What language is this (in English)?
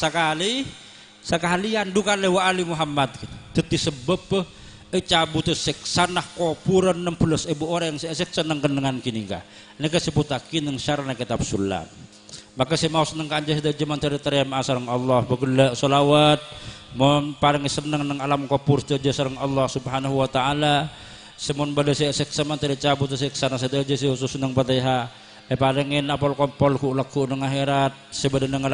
Madurese